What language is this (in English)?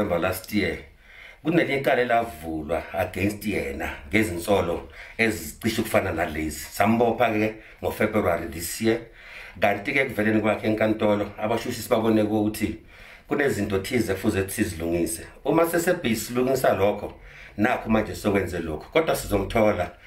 Zulu